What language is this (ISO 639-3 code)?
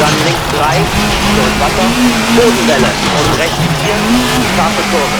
bar